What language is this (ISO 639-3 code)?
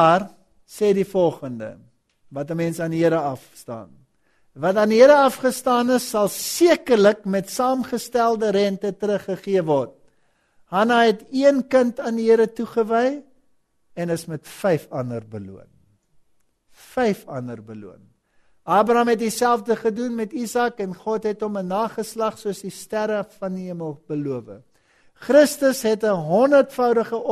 afr